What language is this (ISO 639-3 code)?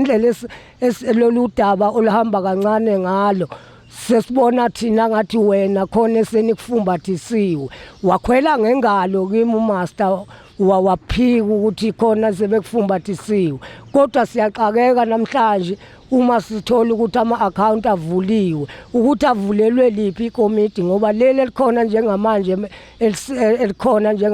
zul